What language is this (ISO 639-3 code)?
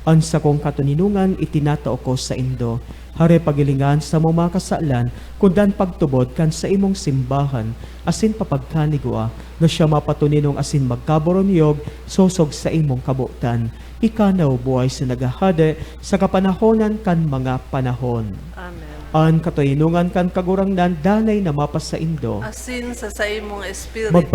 bik